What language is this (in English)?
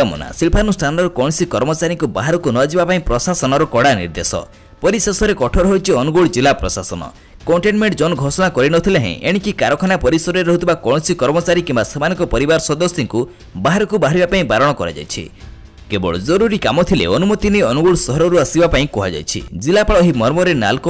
Odia